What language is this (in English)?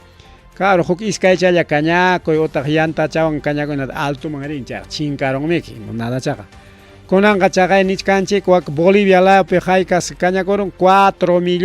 Ayacucho Quechua